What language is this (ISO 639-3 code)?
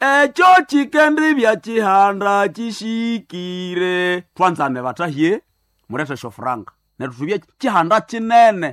nnb